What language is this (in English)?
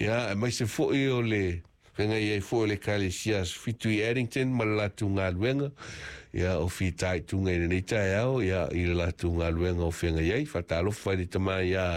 Samoan